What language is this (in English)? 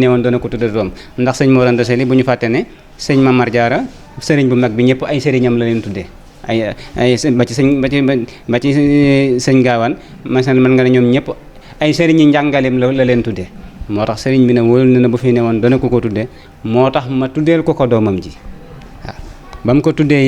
Wolof